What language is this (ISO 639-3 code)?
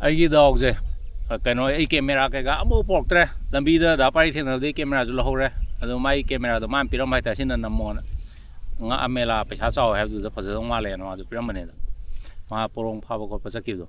mni